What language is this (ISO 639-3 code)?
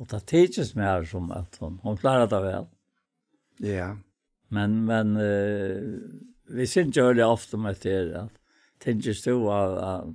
fao